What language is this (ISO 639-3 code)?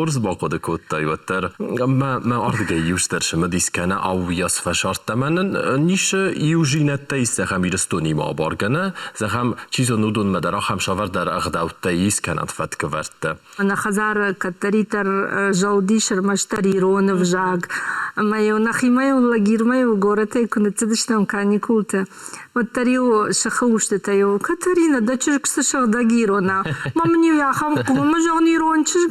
oss